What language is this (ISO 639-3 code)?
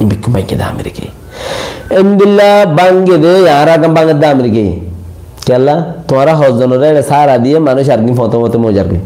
rhg